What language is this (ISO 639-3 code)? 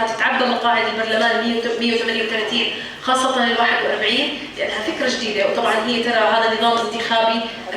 apc